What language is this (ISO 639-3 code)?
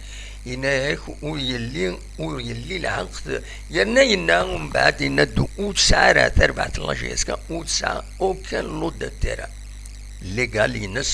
kab